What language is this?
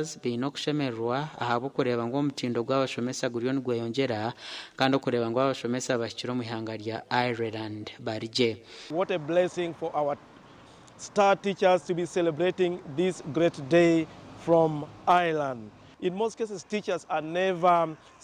Nyankole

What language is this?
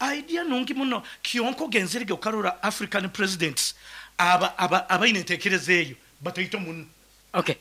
Nyankole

